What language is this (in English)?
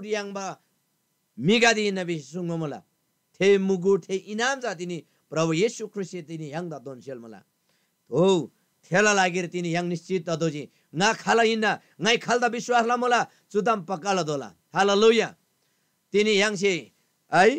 Eastern Tamang